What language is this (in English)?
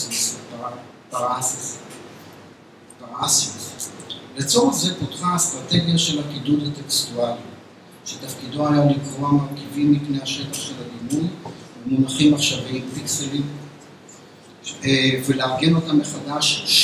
Hebrew